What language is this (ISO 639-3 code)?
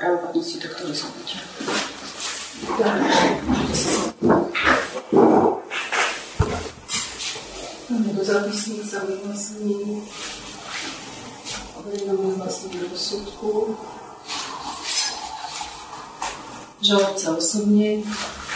slk